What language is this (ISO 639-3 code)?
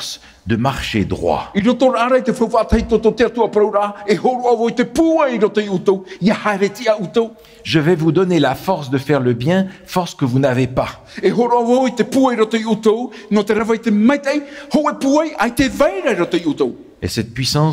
tah